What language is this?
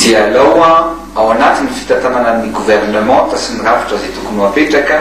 Malagasy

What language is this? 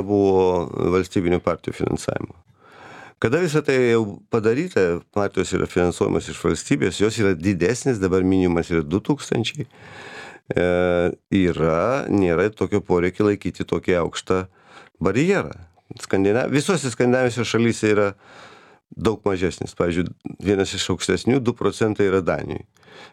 Lithuanian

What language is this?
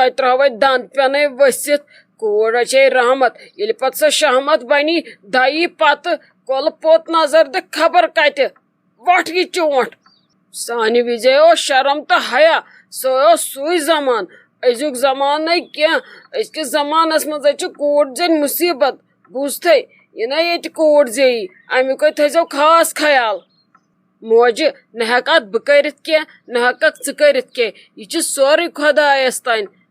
Kashmiri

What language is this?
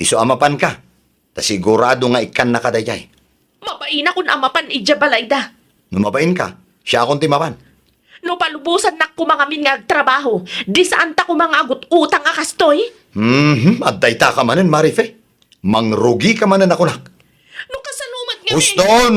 Iloko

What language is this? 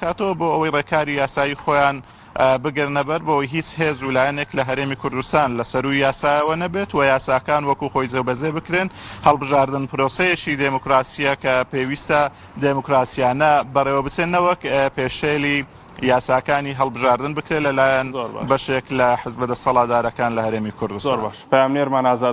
Central Kurdish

